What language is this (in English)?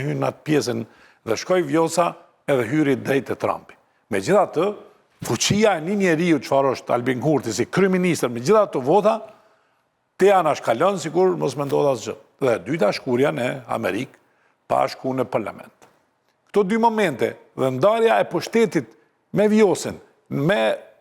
Albanian